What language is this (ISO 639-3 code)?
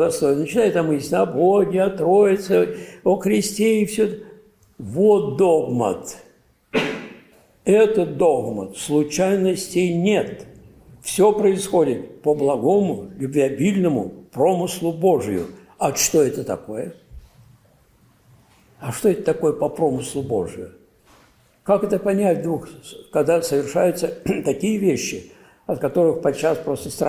rus